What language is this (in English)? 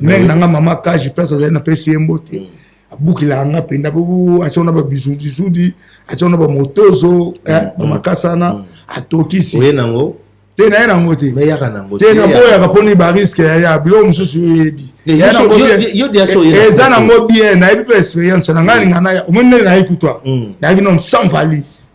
Lingala